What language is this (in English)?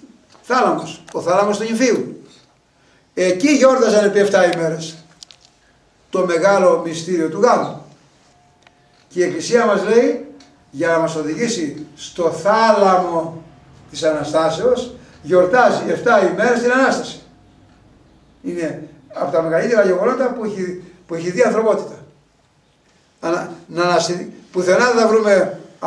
Greek